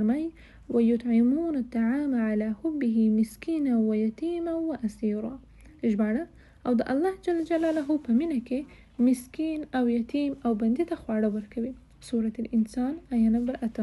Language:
Pashto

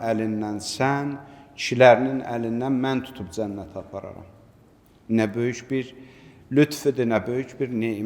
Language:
Azerbaijani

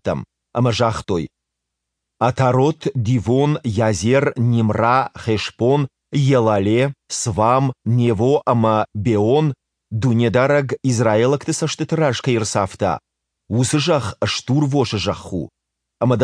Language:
Ossetic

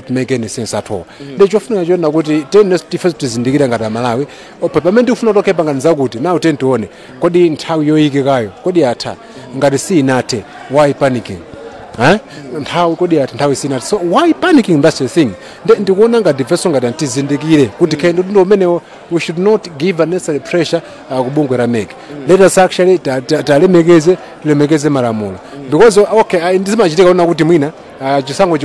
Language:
Nyanja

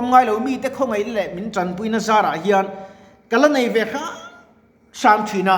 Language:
Mizo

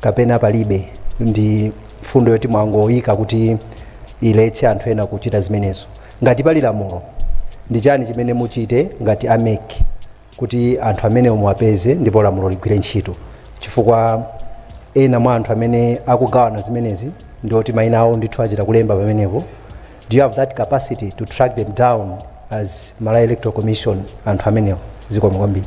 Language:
Nyanja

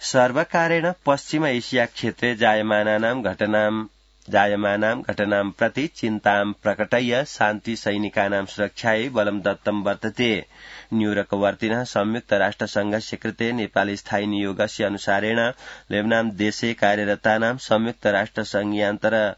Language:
Sanskrit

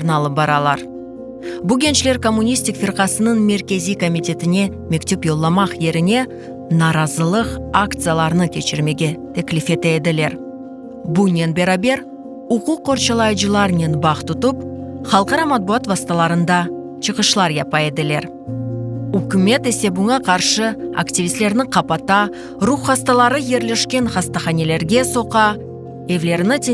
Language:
Crimean Tatar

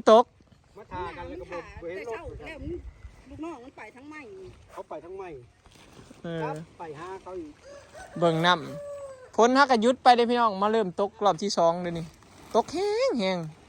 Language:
Northeastern Thai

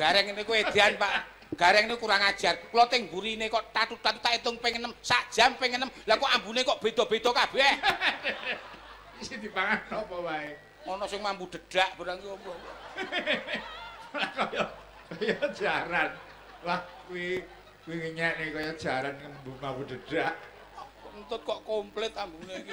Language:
Javanese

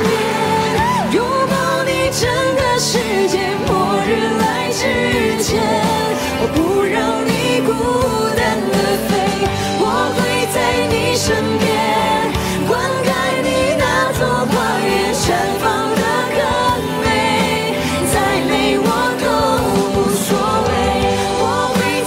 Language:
Chinese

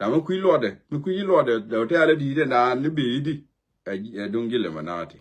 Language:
Nuer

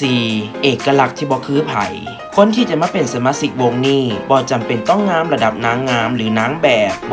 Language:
Lao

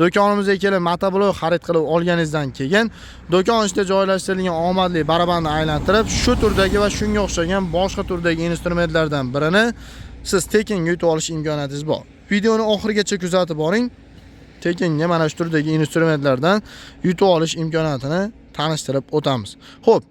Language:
Uzbek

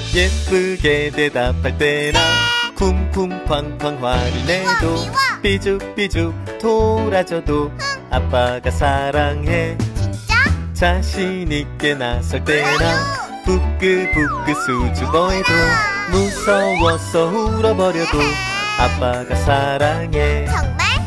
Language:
Korean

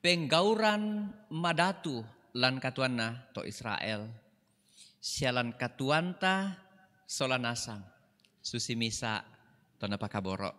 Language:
Toraja-Sa'dan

